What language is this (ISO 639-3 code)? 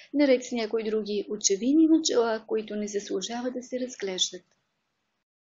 bul